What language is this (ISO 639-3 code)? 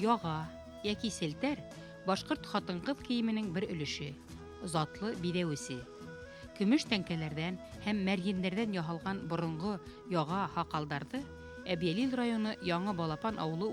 bak